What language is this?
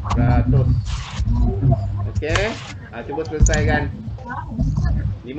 Malay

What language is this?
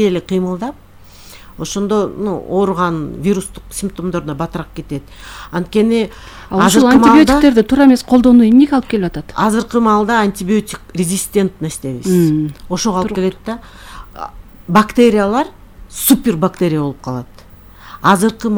Kyrgyz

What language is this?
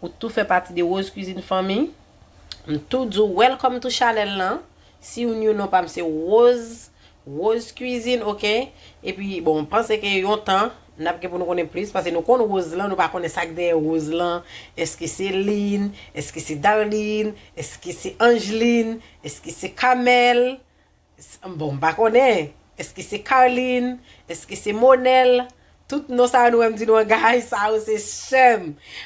Haitian Creole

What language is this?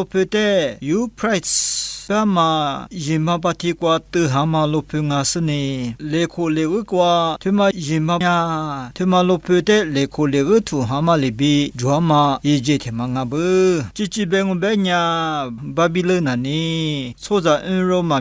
Lisu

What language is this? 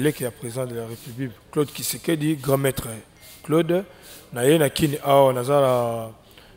Lingala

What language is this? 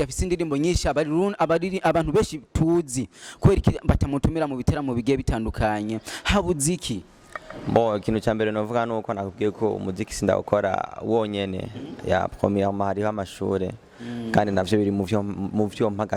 Rundi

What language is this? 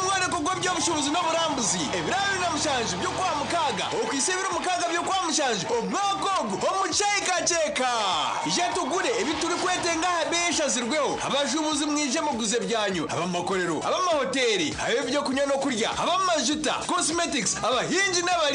Nyankole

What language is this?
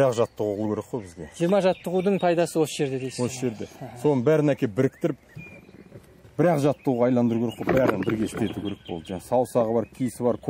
Kazakh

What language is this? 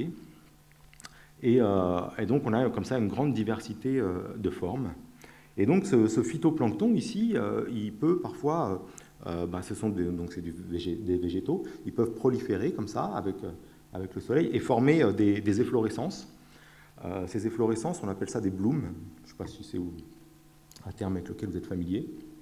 French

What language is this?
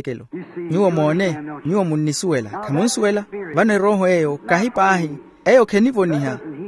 Makhuwa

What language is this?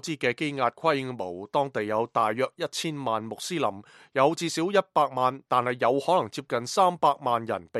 Cantonese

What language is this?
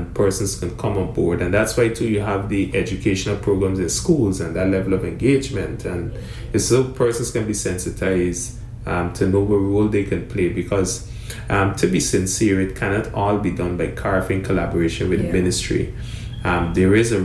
English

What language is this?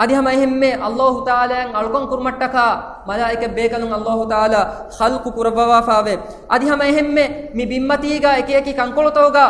Divehi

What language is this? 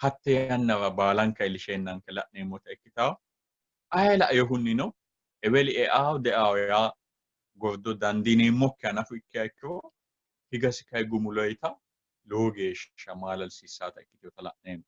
Sidamo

